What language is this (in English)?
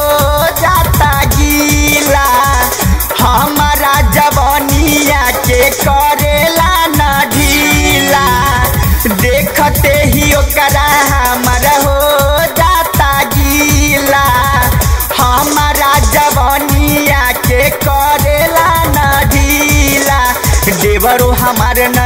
Bhojpuri